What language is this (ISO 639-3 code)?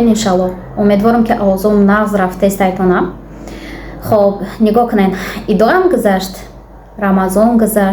tgk